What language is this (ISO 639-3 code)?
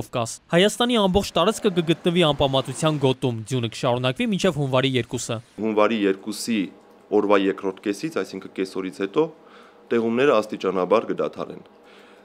hye